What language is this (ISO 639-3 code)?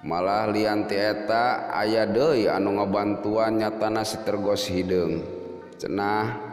sun